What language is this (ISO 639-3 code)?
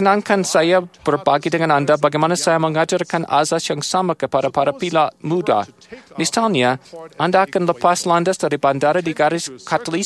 ind